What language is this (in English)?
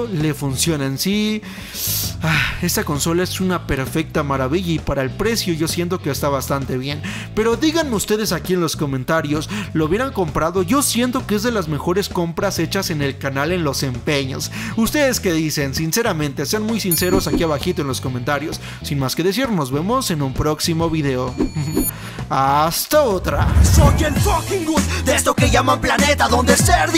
Spanish